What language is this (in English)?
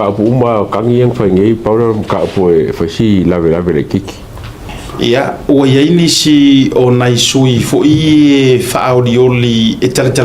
Samoan